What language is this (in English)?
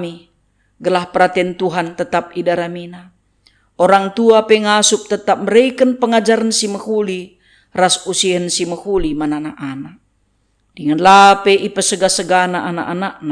Batak Karo